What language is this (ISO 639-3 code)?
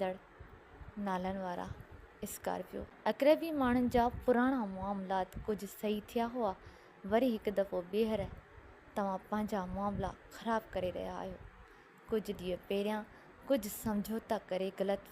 snd